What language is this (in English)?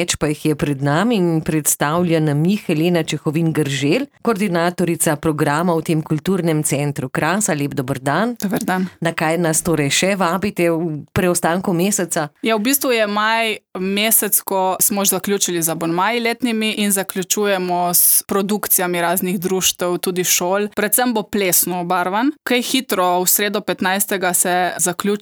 Slovenian